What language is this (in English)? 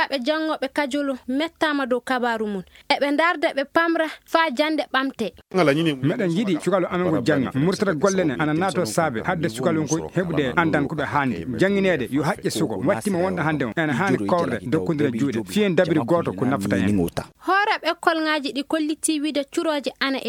Fula